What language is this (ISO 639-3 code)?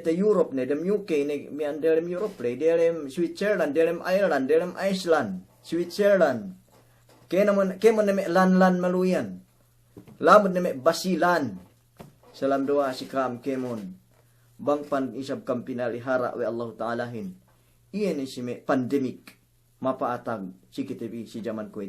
yka